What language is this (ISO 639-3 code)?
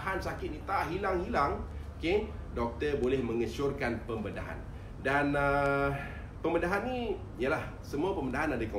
msa